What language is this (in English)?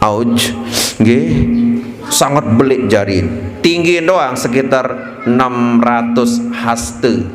Sasak